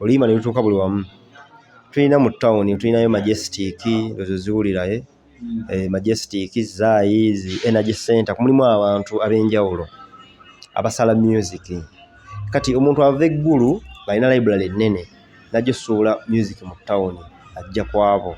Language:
Ganda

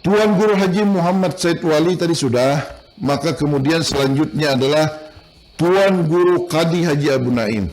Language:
Banjar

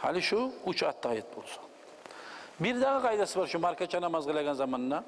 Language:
Kumyk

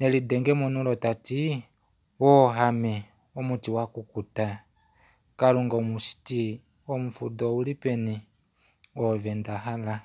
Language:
Kuanyama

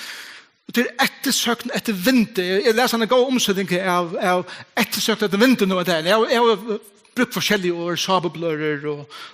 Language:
Faroese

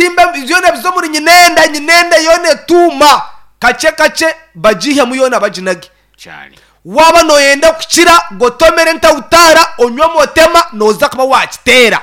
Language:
Nyankole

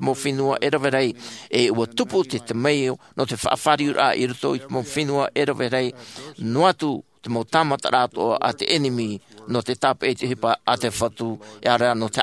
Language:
Tahitian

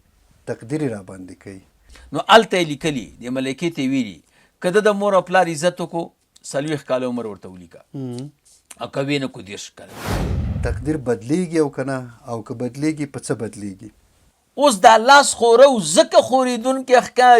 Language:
Pashto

